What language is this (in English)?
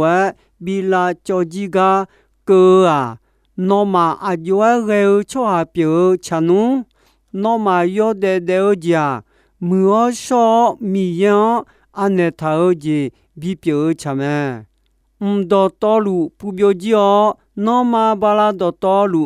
Akha